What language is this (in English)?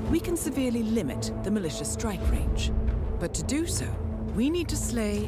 English